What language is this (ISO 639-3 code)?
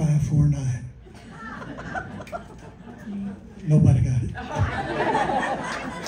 eng